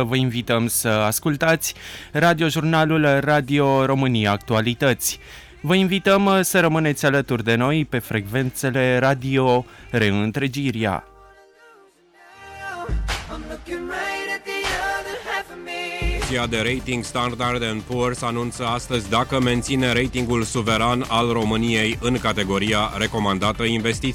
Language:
Romanian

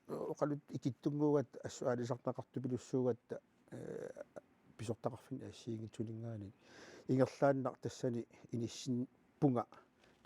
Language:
Kalaallisut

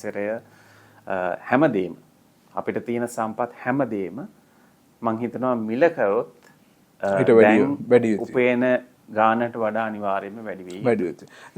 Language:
Sinhala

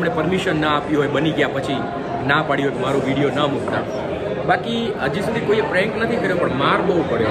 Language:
Gujarati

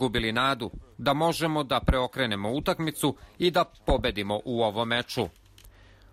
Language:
Serbian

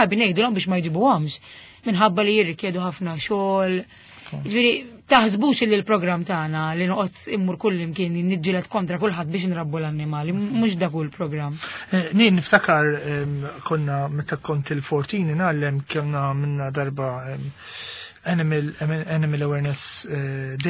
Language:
Maltese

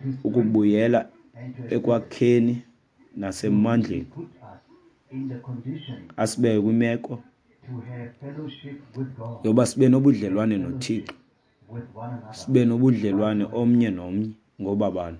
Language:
Xhosa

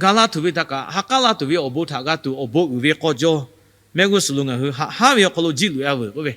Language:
Lahu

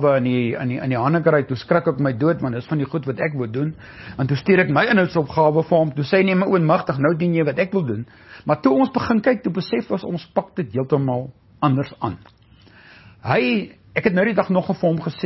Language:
Afrikaans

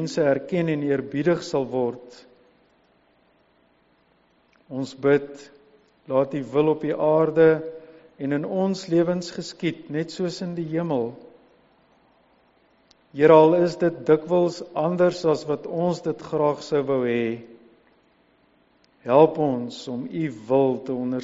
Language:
Afrikaans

